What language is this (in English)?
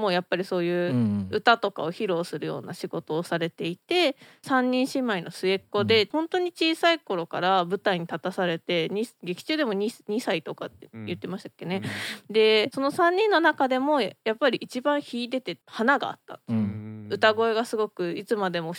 Japanese